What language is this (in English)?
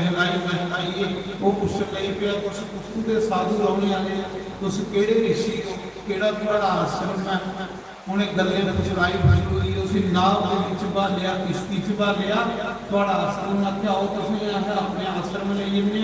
Dogri